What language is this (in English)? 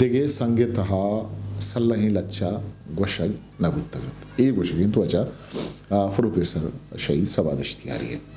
Eastern Balochi